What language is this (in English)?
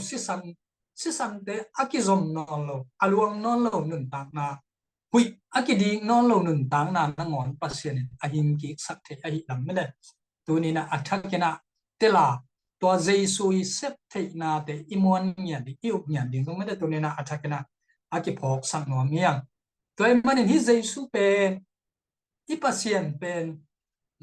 Tedim Chin